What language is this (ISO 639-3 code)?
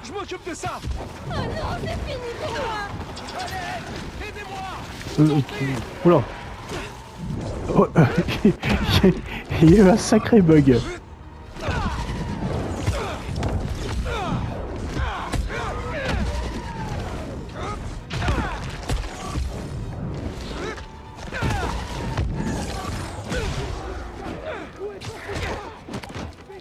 fra